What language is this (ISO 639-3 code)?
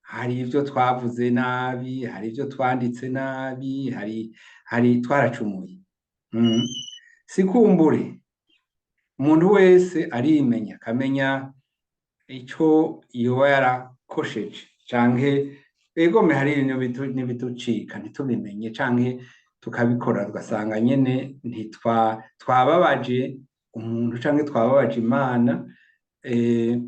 run